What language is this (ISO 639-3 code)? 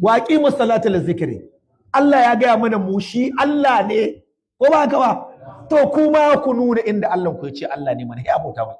hau